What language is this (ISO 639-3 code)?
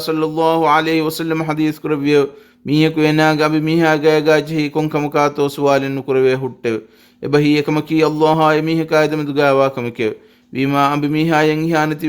div